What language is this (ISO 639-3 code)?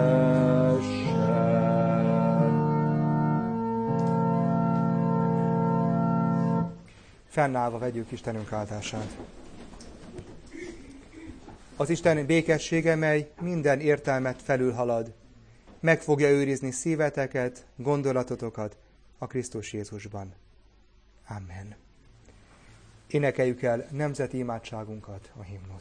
hun